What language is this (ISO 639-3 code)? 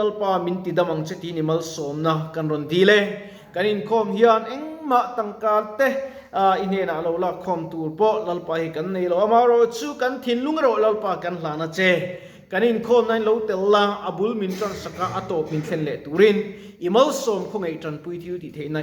lus